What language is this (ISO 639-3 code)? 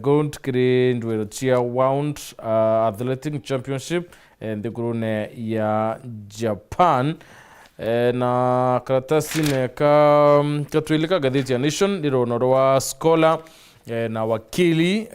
mer